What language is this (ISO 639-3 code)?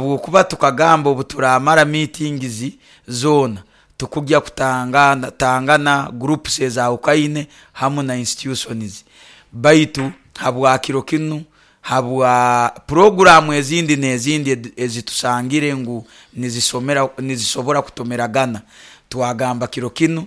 nyo